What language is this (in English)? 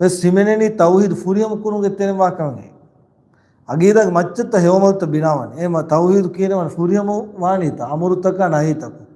Divehi